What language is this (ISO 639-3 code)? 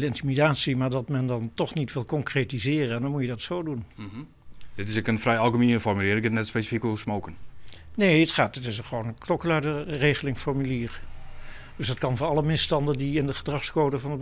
fry